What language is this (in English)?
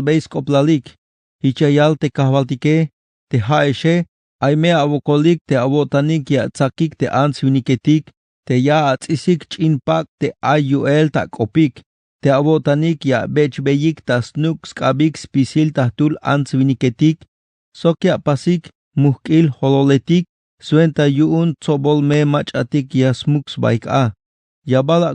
Tzeltal